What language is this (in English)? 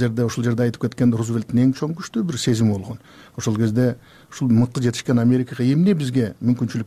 Kyrgyz